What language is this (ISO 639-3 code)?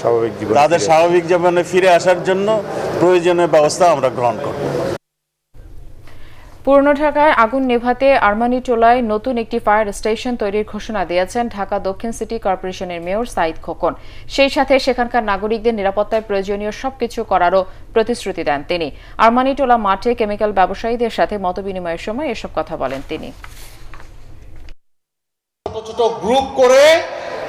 ben